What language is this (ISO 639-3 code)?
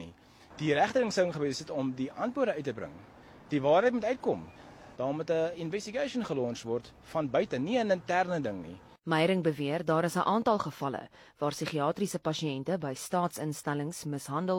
afr